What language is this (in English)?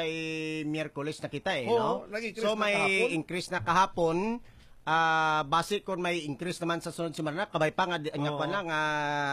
Hiligaynon